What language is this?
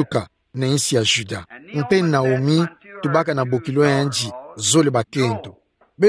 Kituba (Democratic Republic of Congo)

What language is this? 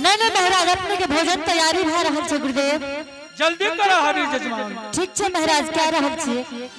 Angika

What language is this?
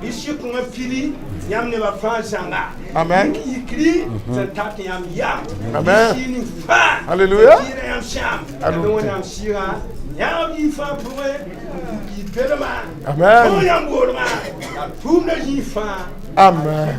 Mossi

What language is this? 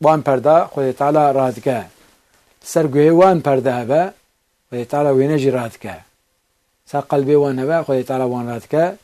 Kurdish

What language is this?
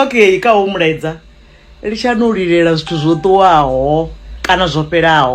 Venda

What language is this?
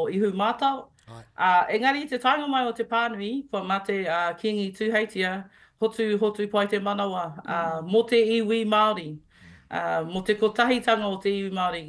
Māori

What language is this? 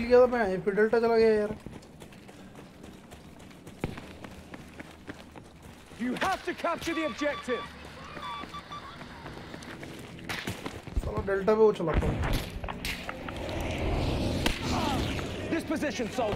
Hindi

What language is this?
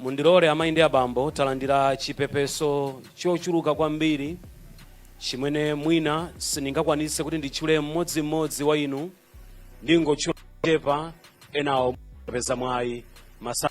Nyanja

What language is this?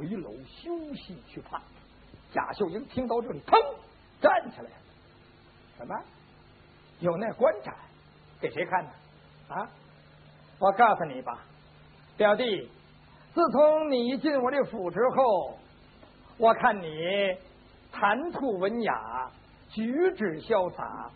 Chinese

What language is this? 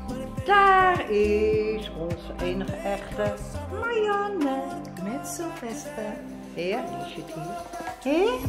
Dutch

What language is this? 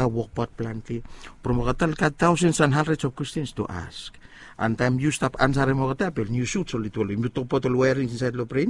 Bislama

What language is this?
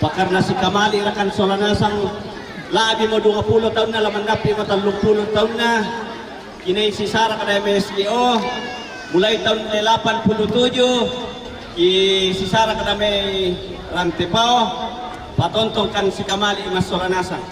Toraja-Sa'dan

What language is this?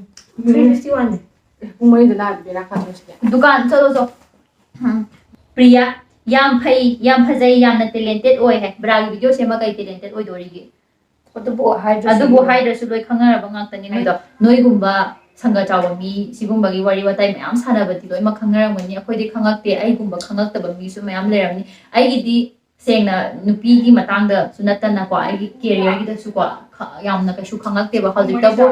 Manipuri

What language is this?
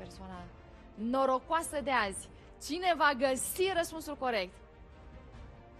Romanian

